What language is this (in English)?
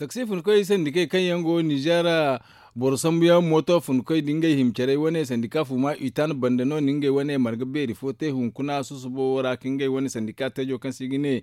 Zarma